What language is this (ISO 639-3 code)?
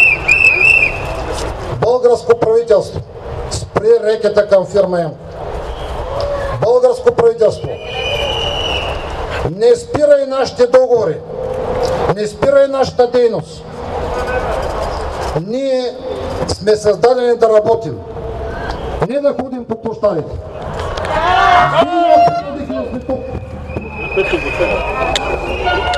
bul